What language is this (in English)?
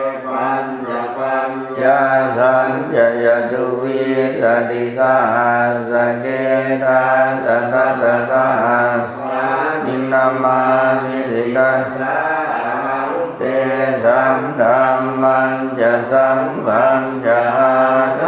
Pali